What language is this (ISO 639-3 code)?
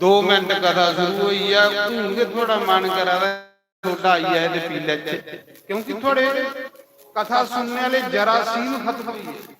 doi